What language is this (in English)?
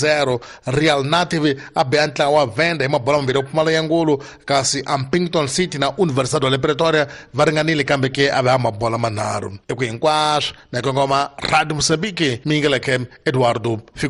Tsonga